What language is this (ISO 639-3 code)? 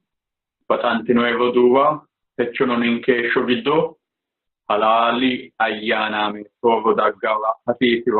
sid